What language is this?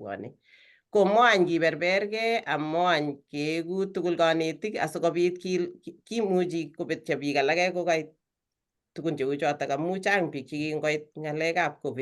Kalenjin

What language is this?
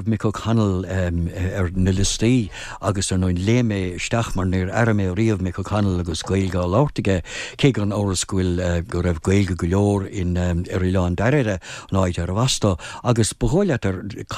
Irish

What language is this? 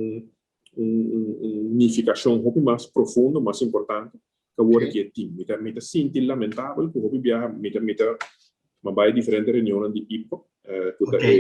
Papiamento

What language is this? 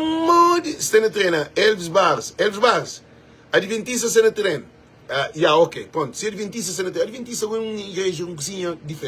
Kabuverdianu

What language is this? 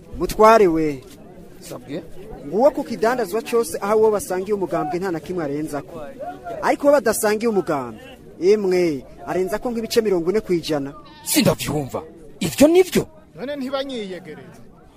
Rundi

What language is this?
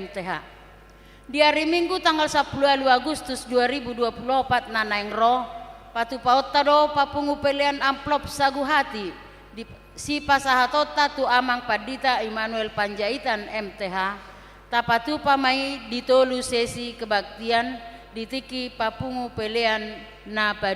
Batak Toba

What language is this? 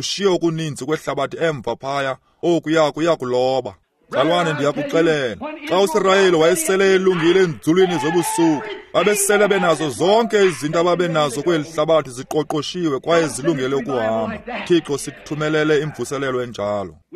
Xhosa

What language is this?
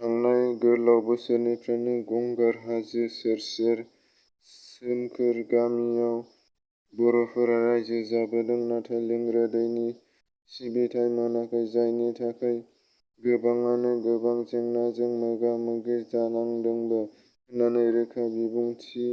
Bodo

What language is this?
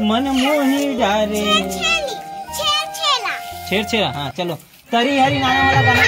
Chhattisgarhi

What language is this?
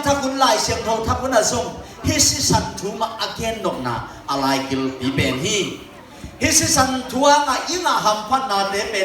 Tedim Chin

